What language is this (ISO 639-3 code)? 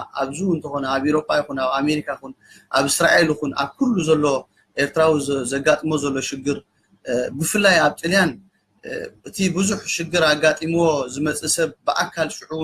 tir